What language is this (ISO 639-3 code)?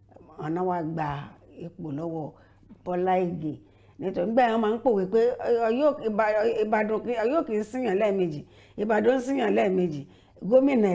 yor